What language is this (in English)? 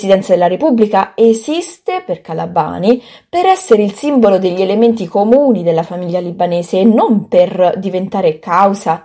Italian